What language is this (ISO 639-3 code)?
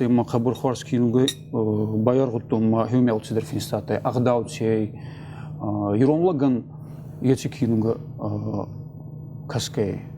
oss